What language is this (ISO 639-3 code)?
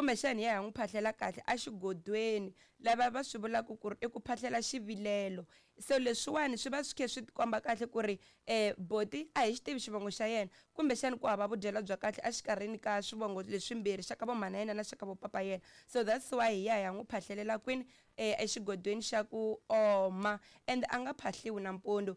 tso